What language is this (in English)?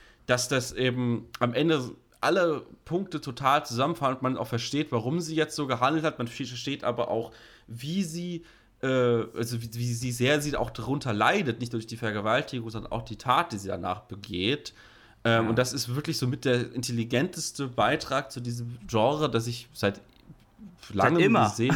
German